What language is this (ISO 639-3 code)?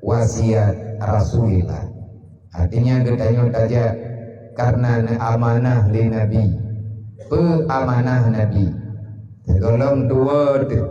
ace